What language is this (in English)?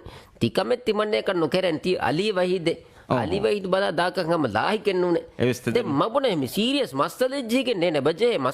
Divehi